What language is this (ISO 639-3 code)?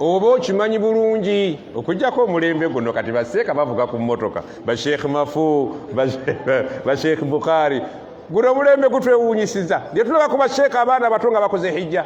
lug